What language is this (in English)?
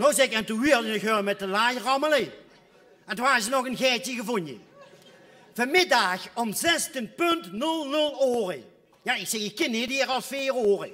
Limburgish